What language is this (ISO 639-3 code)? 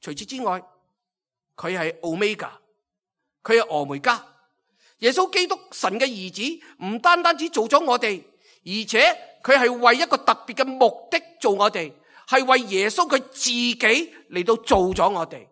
yue